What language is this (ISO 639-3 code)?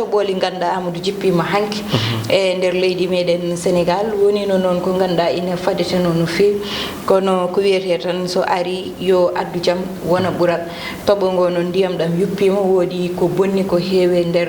ful